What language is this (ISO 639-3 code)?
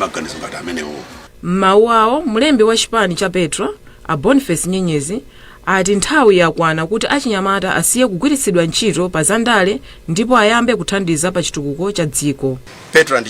nya